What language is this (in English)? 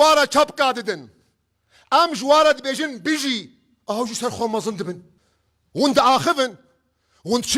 Kurdish